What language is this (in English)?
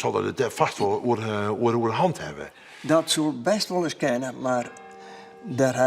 Western Frisian